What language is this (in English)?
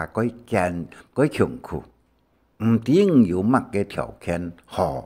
Hakka Chinese